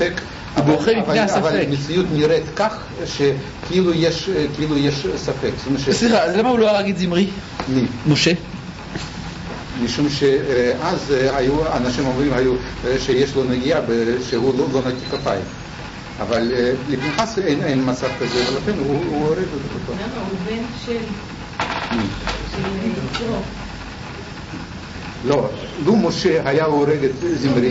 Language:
Hebrew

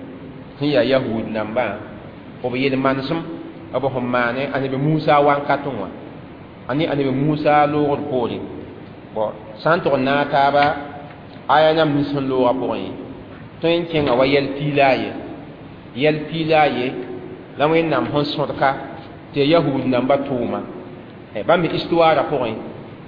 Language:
Mossi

